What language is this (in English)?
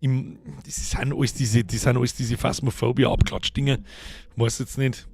Bavarian